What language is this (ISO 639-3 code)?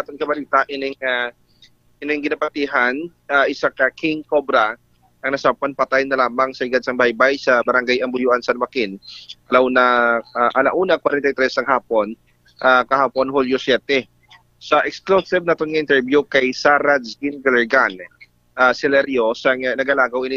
hil